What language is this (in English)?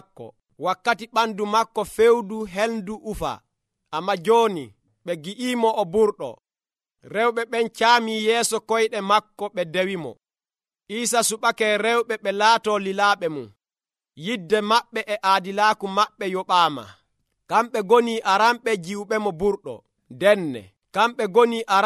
Nigerian Fulfulde